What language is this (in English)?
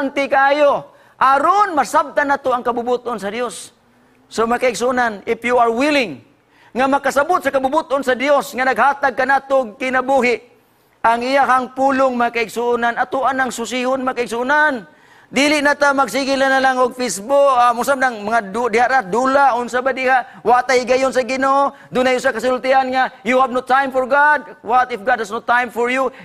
Cebuano